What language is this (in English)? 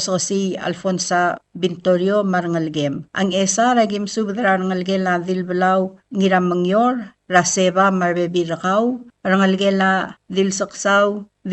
Palauan